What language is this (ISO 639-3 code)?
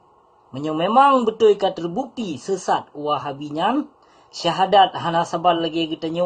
ace